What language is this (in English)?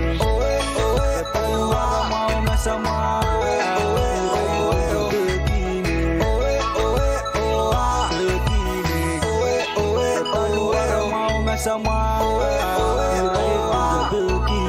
Pohnpeian